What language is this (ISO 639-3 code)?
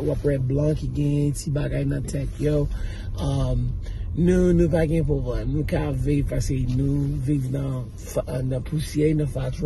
hat